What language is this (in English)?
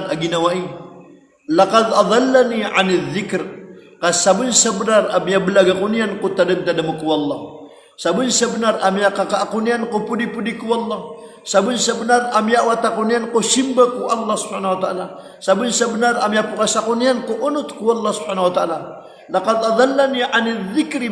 Maranao